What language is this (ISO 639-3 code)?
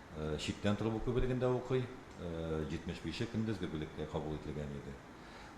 tat